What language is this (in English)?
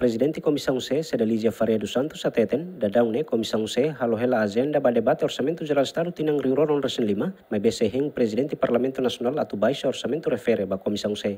Tetum